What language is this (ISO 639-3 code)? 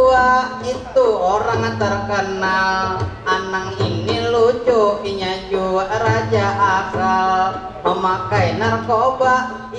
bjn